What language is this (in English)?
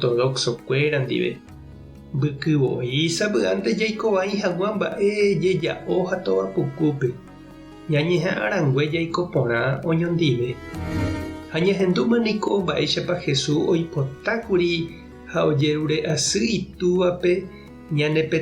Guarani